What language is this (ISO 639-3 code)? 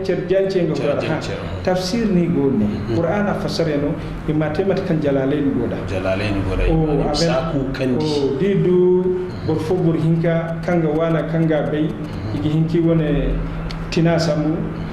dje